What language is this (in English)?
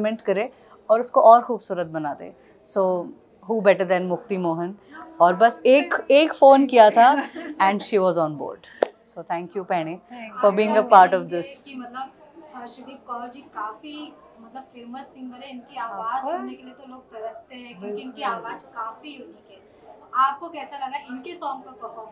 Hindi